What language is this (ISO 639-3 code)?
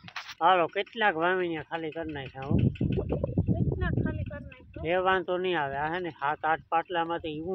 guj